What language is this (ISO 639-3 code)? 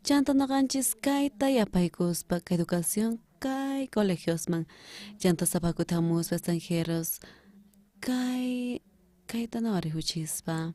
quh